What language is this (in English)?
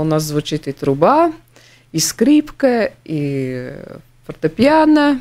Russian